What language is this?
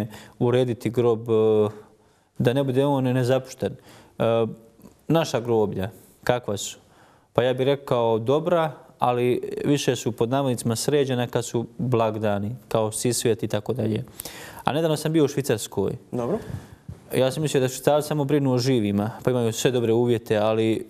Croatian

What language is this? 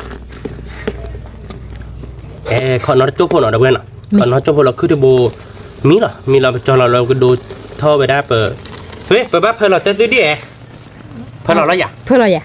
S'gaw Karen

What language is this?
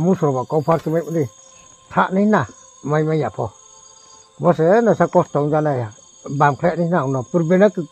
Riang (India)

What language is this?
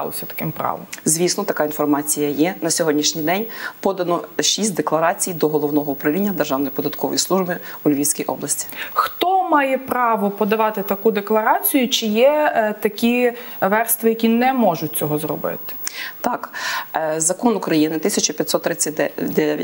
Ukrainian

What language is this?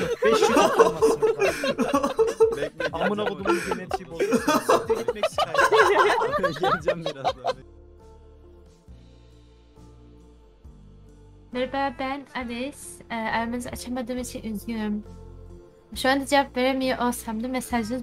Turkish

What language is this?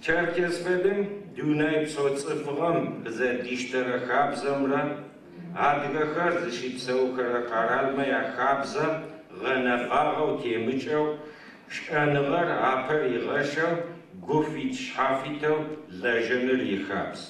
Adyghe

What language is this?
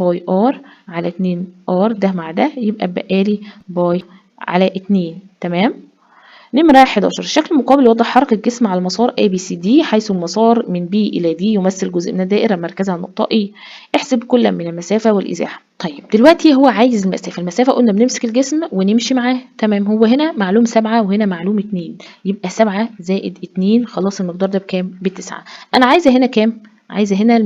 Egyptian Arabic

